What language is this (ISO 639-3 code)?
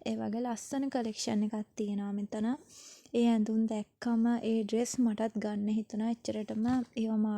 sin